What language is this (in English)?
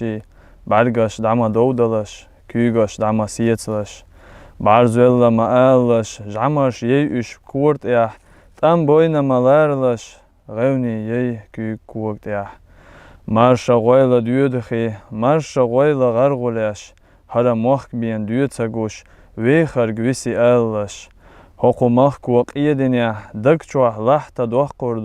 Chechen